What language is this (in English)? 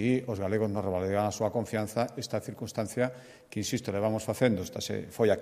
Galician